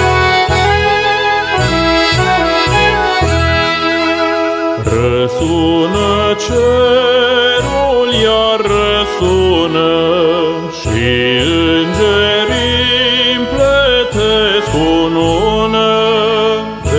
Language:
Romanian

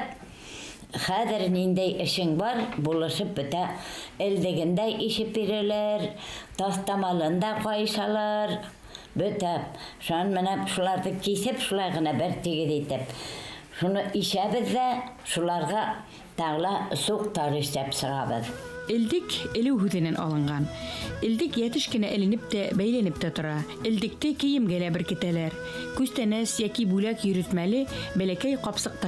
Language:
Bashkir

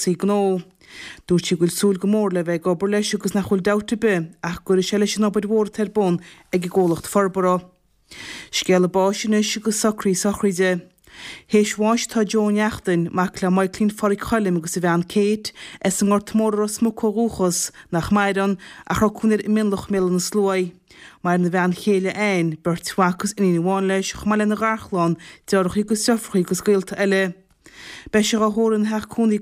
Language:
Irish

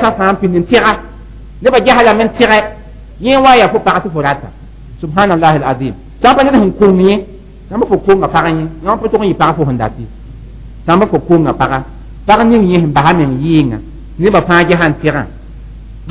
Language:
Mossi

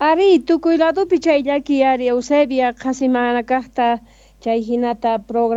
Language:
South Bolivian Quechua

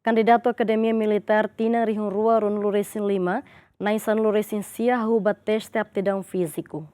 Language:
Tetum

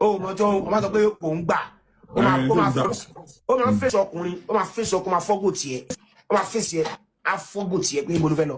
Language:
Yoruba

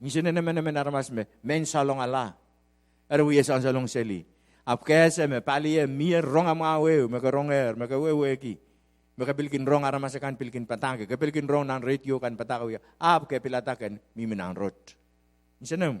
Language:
Pohnpeian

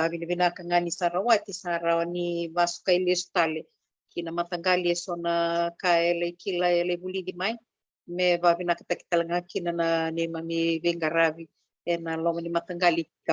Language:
Fijian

